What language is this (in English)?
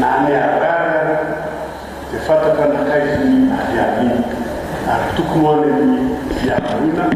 Malagasy